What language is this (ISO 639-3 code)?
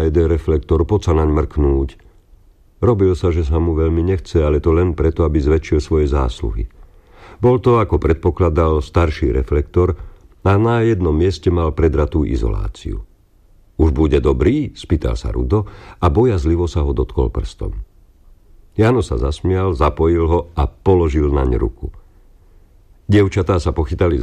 slk